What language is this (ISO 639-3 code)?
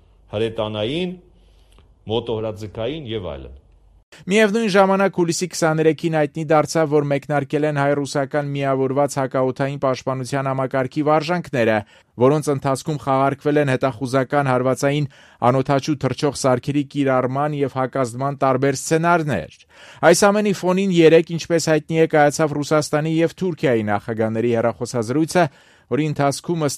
hye